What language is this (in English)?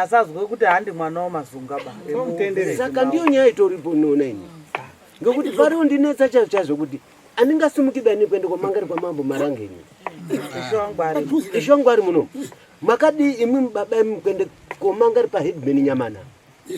Shona